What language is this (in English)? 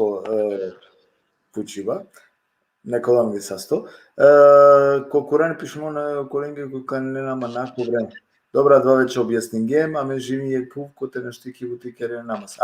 Balkan Romani